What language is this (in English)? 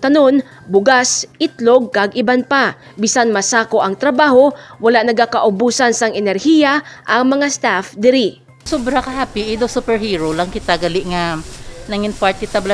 Hiligaynon